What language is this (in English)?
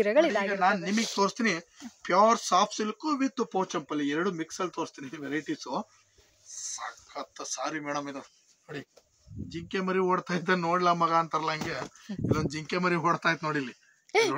Kannada